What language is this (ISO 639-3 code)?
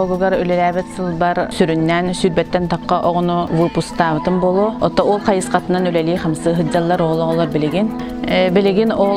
sah